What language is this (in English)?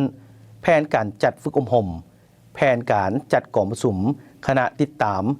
Lao